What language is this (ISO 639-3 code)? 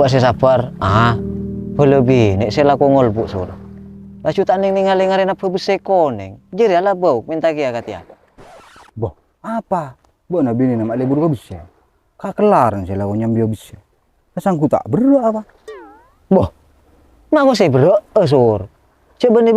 mad